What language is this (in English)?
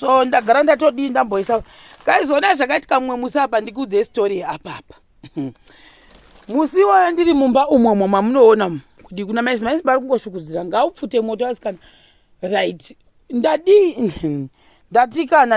Shona